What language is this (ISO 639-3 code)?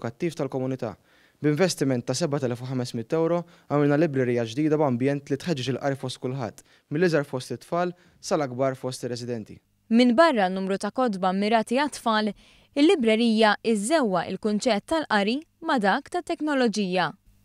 mlt